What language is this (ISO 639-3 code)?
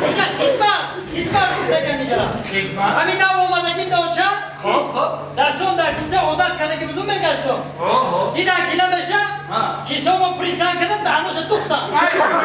tgk